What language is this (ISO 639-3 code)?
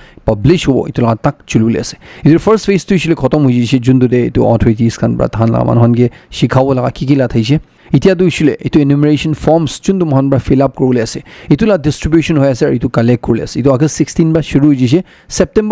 nag